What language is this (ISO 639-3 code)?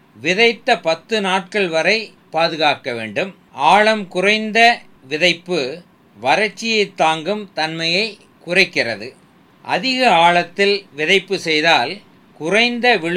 tam